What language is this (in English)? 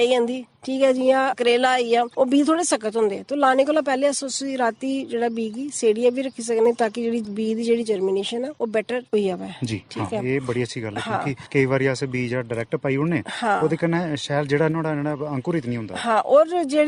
Dogri